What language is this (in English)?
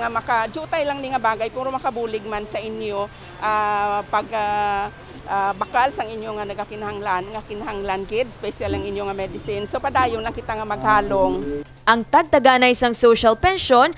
Hiligaynon